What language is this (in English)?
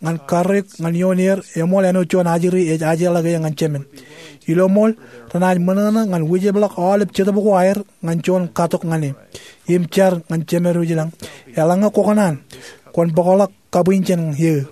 Marshallese